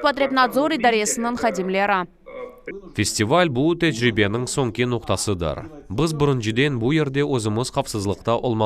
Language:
Crimean Tatar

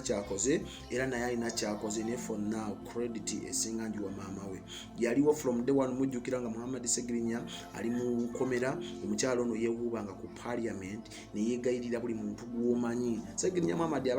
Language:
Ganda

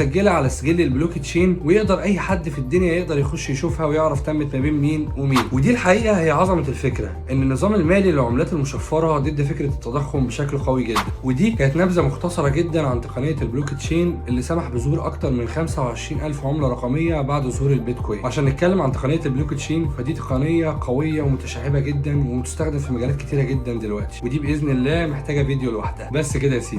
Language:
Egyptian Arabic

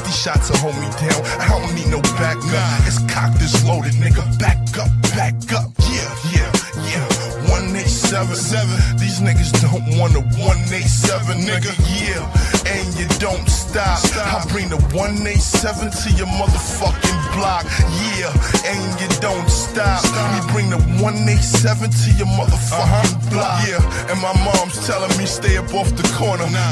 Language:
English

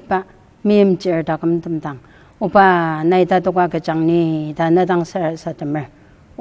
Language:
Ao Naga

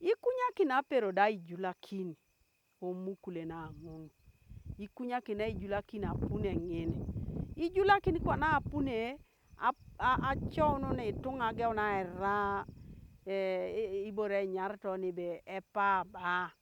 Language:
Teso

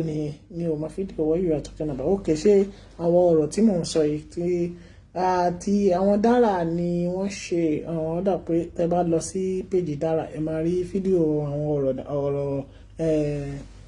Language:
Yoruba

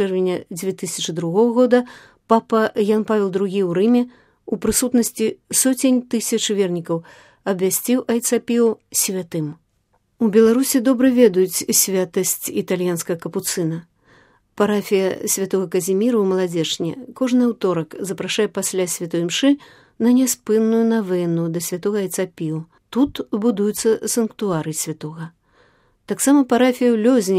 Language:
Belarusian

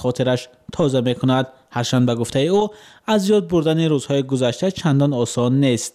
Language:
Persian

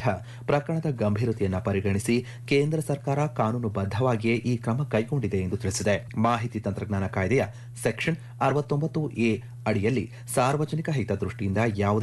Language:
Kannada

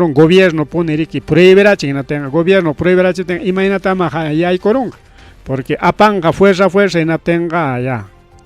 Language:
Ayacucho Quechua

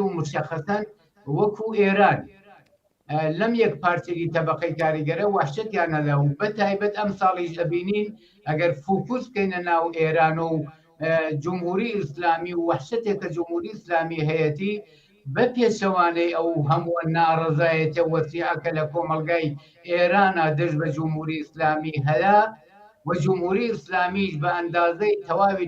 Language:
Central Kurdish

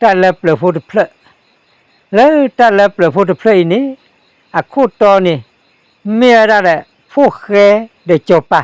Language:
S'gaw Karen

